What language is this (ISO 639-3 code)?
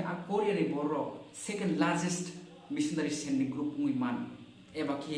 trp